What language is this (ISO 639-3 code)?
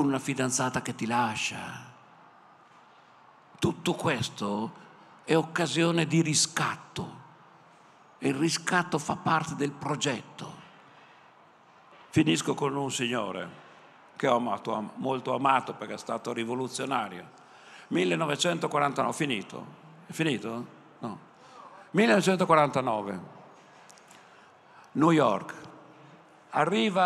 ita